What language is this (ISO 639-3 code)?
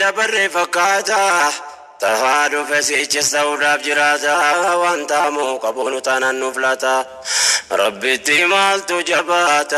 orm